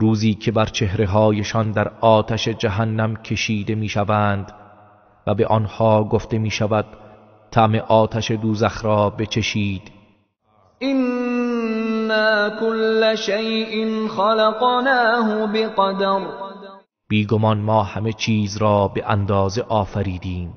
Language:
Tajik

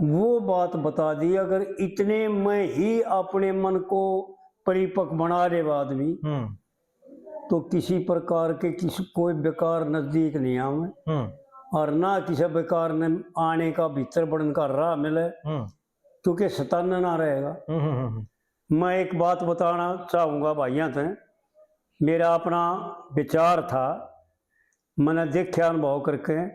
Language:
Haryanvi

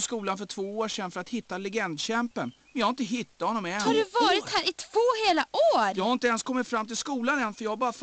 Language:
Swedish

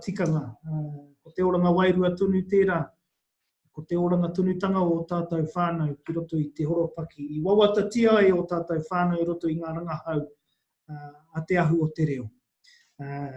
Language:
Māori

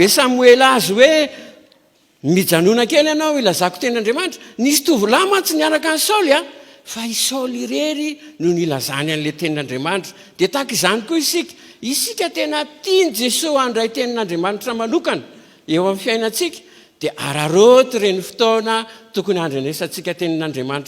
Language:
Malagasy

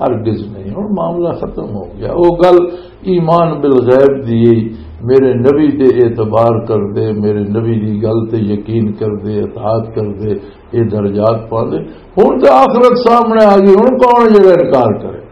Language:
Western Panjabi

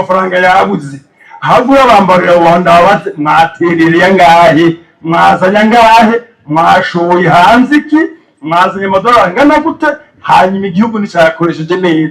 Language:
Rundi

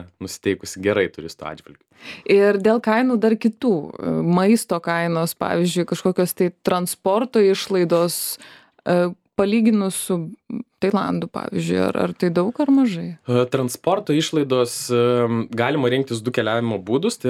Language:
Lithuanian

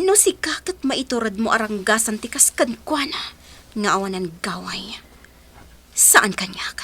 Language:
Iloko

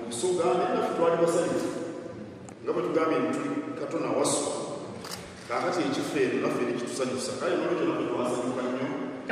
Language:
Soga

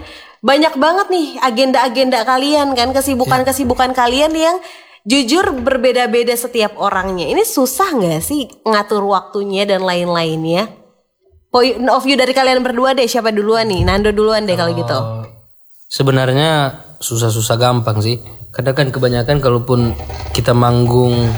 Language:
Indonesian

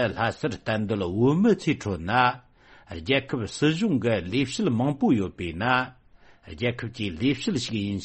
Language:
Tibetan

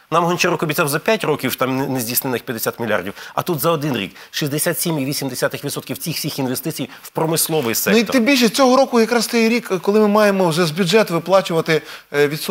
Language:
Ukrainian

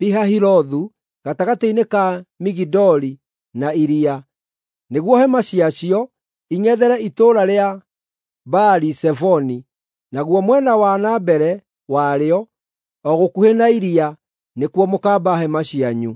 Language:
Kikuyu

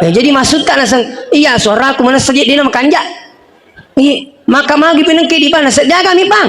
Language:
Buginese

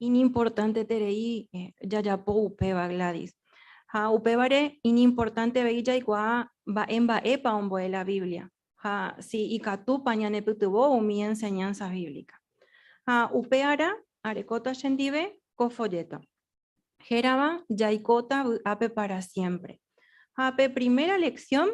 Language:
Guarani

